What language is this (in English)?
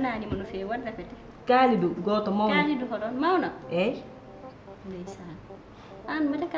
Fula